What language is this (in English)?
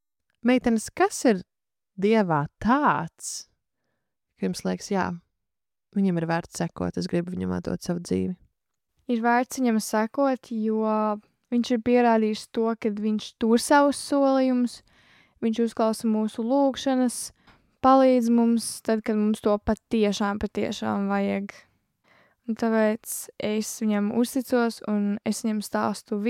Latvian